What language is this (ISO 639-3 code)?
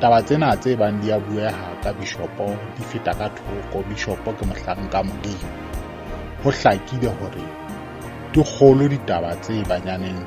sot